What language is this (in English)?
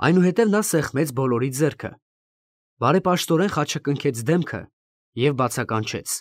Armenian